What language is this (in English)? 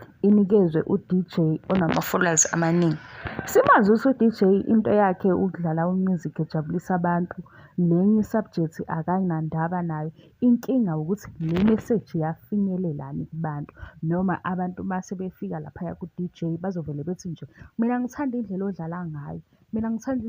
Zulu